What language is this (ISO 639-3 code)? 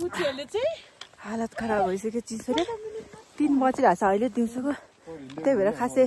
nep